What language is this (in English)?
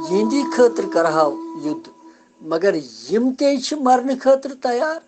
Kashmiri